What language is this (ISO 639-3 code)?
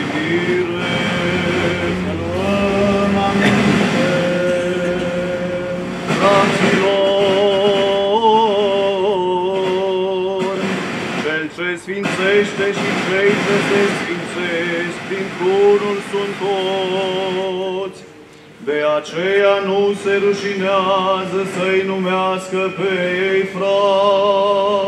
ron